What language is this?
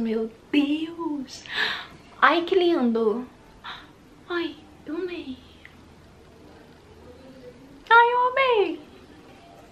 Portuguese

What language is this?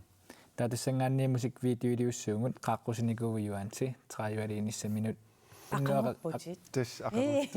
Kalaallisut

